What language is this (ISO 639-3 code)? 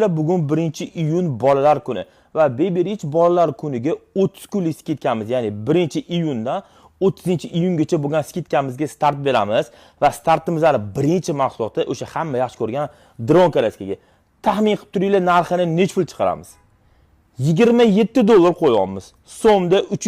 uzb